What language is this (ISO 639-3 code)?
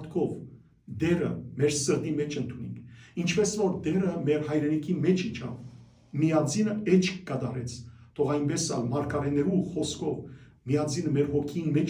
hyw